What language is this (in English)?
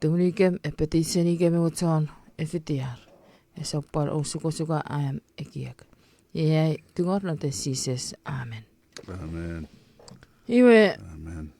Chuukese